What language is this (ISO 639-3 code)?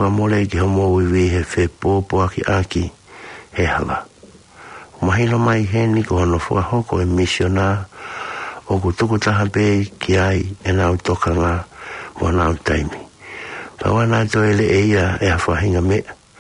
ton